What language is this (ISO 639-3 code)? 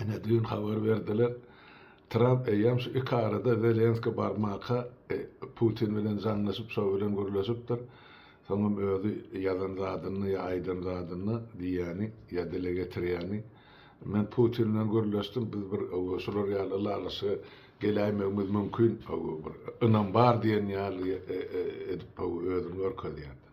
tuk